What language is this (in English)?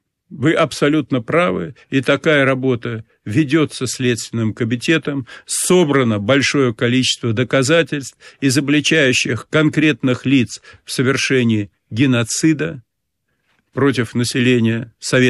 Russian